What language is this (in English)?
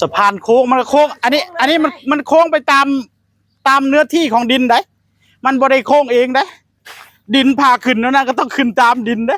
Northeastern Thai